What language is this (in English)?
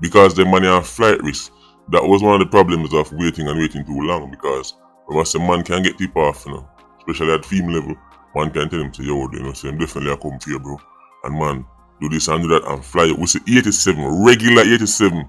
Jamaican Creole English